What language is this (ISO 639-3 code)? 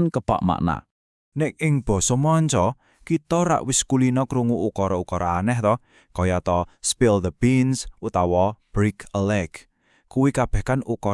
jav